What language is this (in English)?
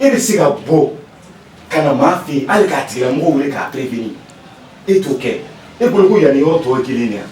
Bambara